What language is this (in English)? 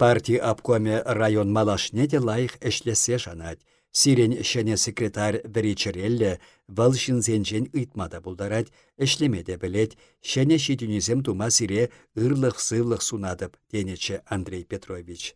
Chuvash